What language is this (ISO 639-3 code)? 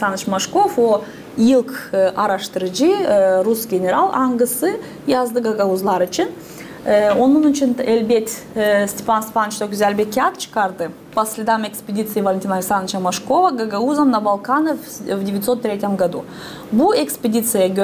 gag